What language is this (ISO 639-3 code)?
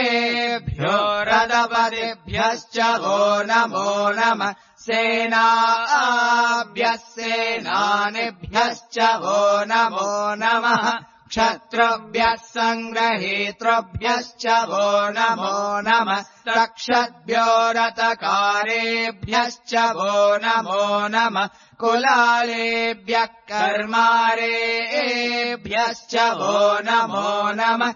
san